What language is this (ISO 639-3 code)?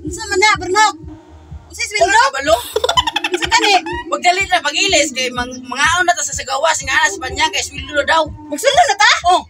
ceb